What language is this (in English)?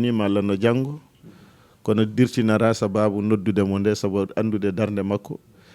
Fula